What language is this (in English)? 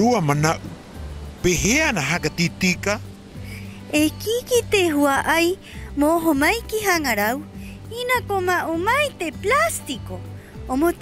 Rapanui